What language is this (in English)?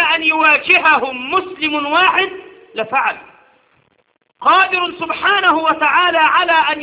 Arabic